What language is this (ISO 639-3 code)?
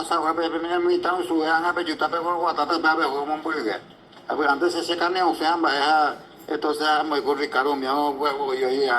grn